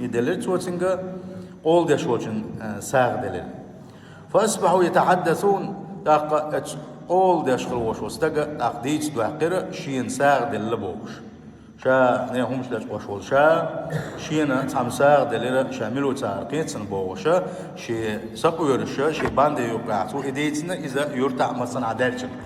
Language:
Chechen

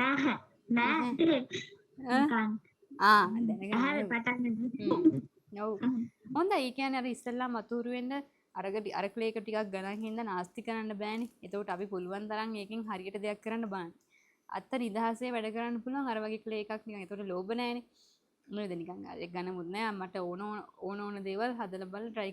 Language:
Sinhala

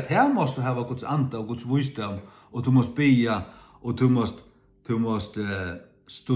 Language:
Faroese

